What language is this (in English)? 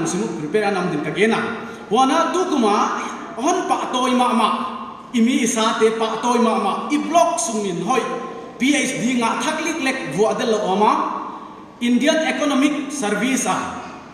Paite Chin